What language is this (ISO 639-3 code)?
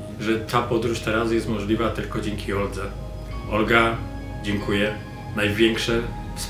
pol